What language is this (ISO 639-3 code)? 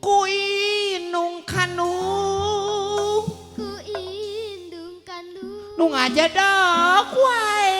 sun